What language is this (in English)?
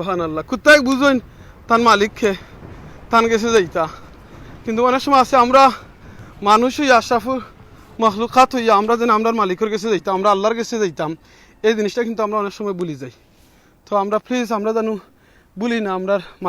Sylheti